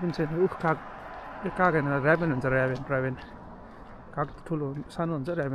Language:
Nepali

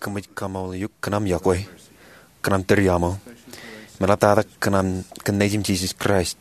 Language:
Marshallese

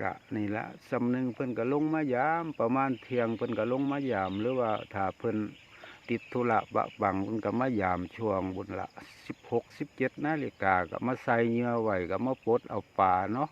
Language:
Northeastern Thai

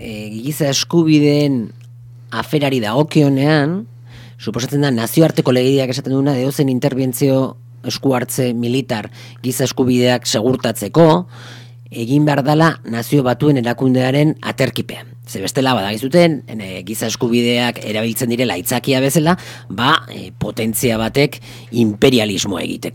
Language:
Basque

